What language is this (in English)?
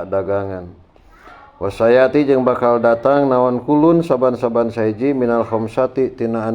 Sundanese